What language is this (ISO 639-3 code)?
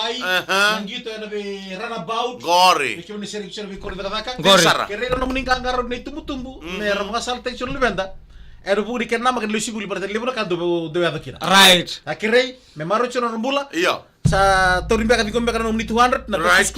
fij